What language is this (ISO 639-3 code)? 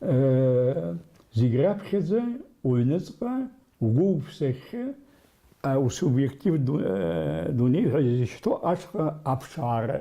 abk